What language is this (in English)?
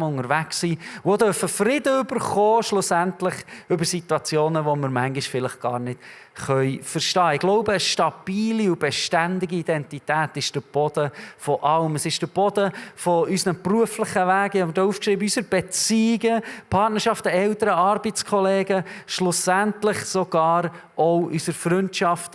Swiss German